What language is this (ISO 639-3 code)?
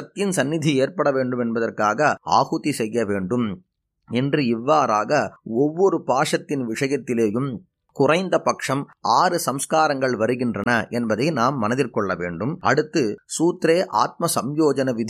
tam